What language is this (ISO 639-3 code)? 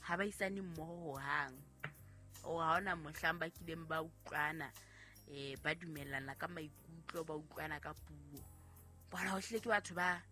sot